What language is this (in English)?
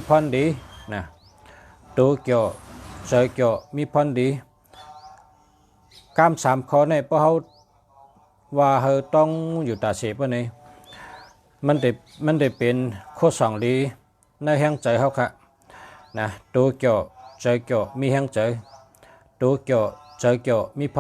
Shan